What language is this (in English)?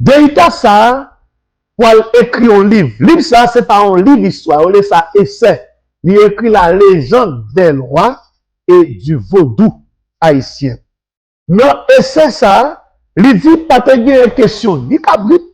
Haitian Creole